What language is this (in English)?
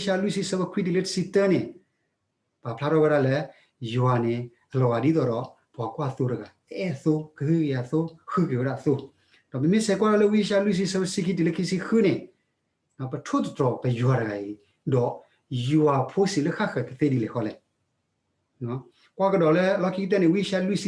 S'gaw Karen